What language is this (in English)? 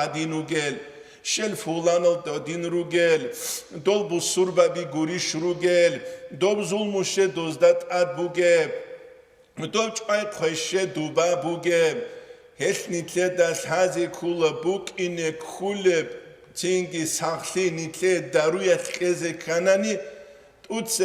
Avaric